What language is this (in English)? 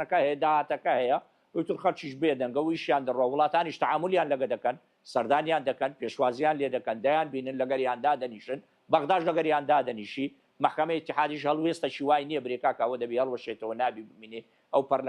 Central Kurdish